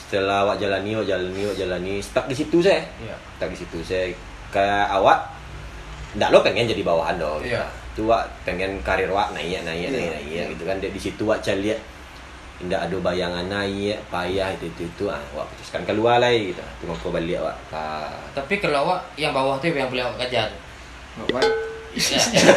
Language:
Minangkabau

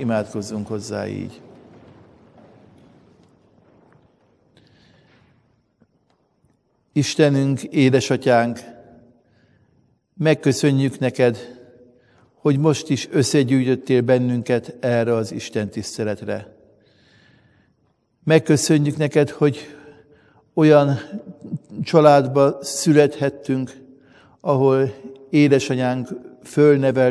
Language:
Hungarian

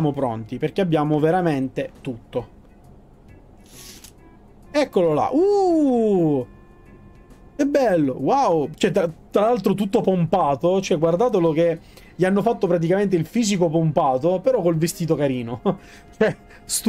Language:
Italian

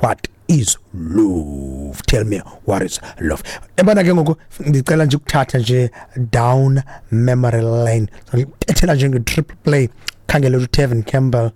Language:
Xhosa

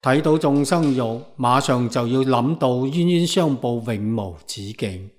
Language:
Cantonese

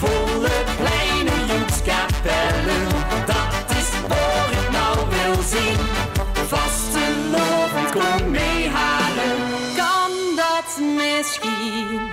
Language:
Limburgish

